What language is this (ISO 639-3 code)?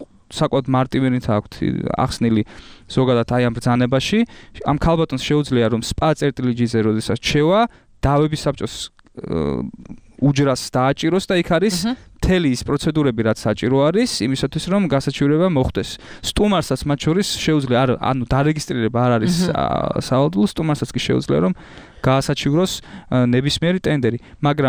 kat